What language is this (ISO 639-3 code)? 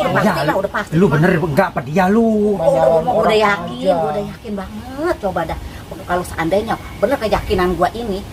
bew